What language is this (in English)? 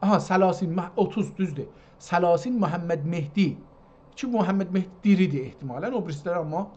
South Azerbaijani